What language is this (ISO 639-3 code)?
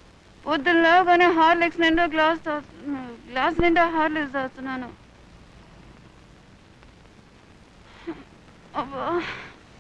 tel